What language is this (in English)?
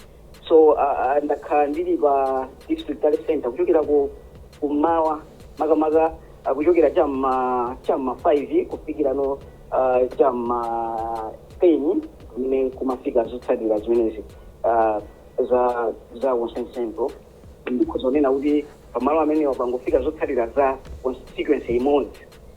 Nyanja